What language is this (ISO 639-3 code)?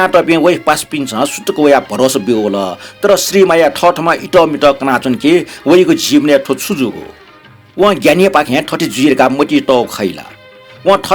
new